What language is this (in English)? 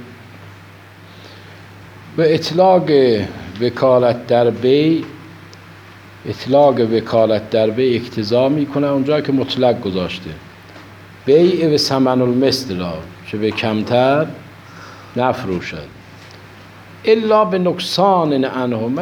Persian